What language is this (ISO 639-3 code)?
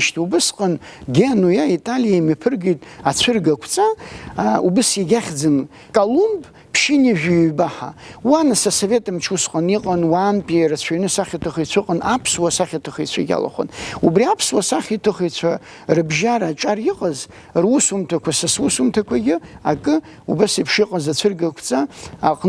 abk